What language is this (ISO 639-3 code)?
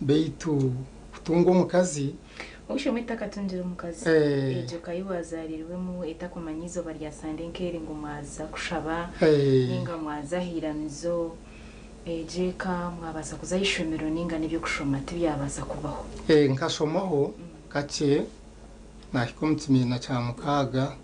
nyn